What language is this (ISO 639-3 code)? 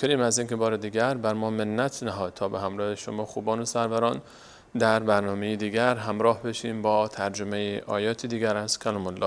fas